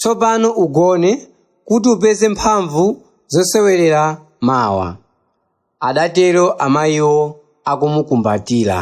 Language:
Nyanja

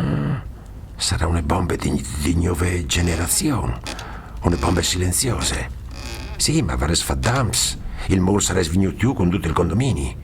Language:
Friulian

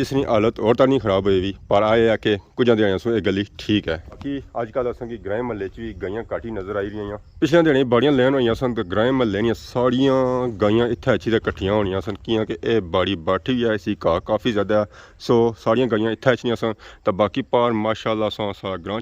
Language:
Pahari-Potwari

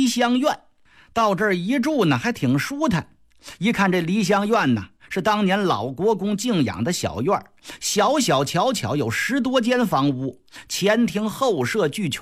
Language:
Chinese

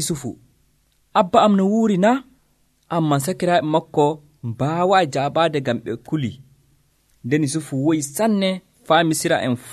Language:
Nigerian Fulfulde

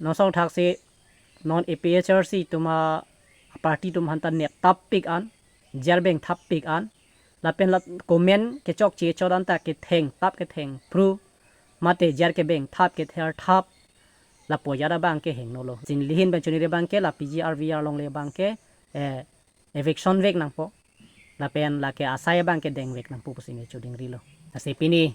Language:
Karbi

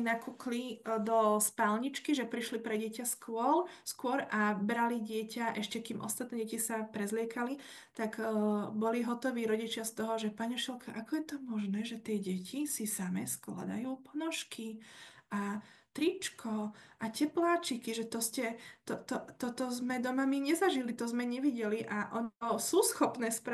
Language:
Slovak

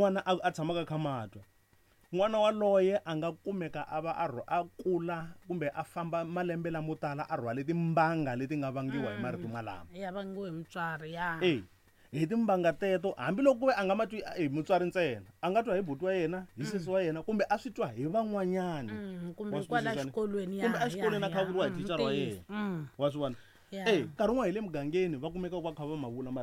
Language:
Tsonga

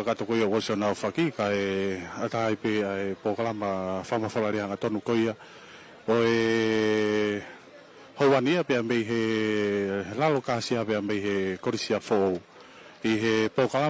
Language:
Tongan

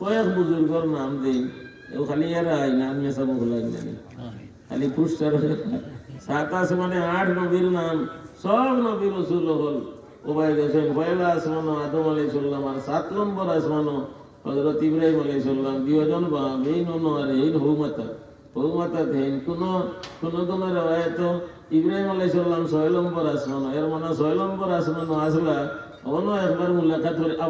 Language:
Sylheti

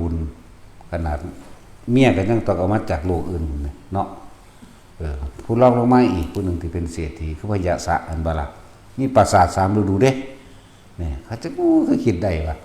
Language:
Northeastern Thai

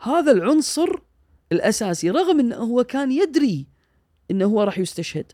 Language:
Gulf Arabic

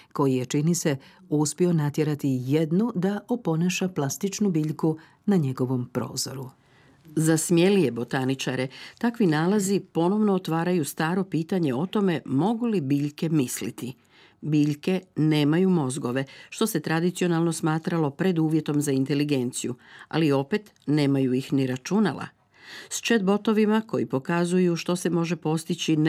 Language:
Croatian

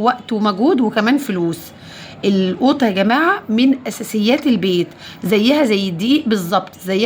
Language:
Egyptian Arabic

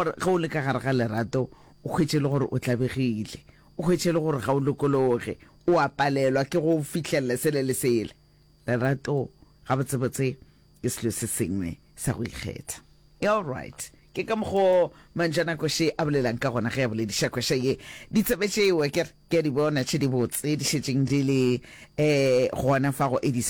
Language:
Northern Sotho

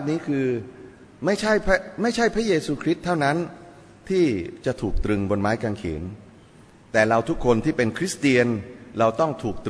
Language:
Thai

